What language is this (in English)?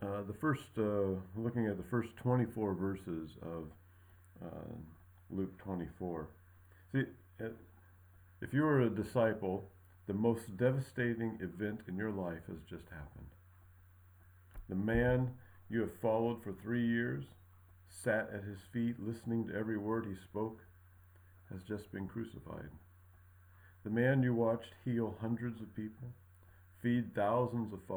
English